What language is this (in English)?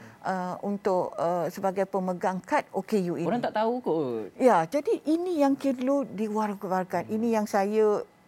Malay